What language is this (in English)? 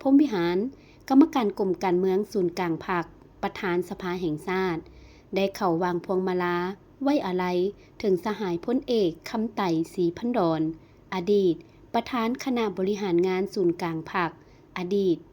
Lao